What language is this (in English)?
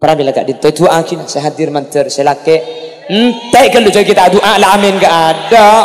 Madurese